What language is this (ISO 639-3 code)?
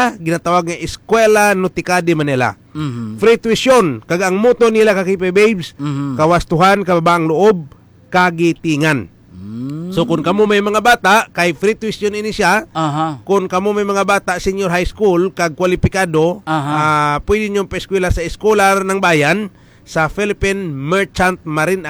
hil